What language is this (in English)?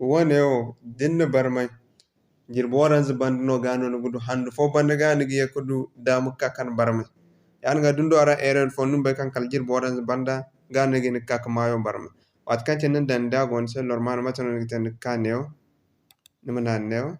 Zarma